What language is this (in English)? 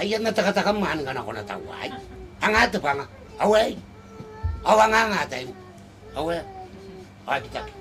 Gilbertese